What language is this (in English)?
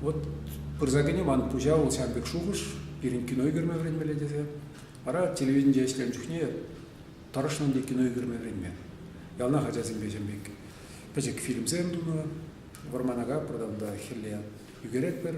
Chuvash